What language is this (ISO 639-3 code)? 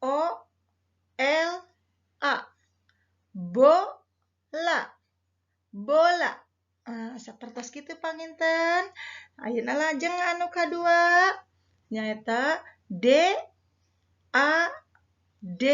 sun